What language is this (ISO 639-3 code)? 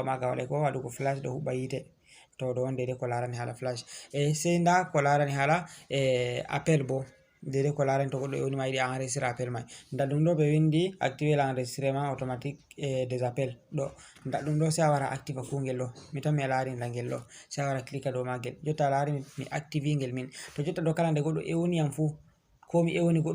ful